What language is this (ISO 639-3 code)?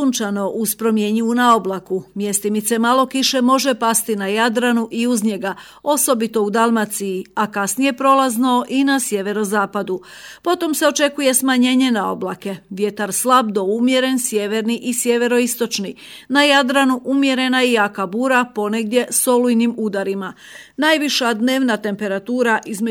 hrv